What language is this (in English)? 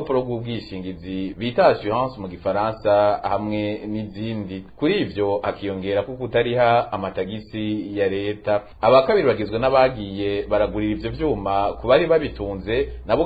Rundi